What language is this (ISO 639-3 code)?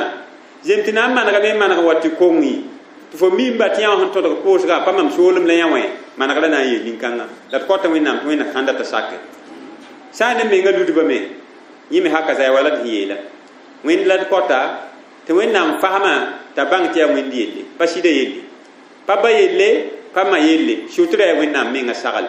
mos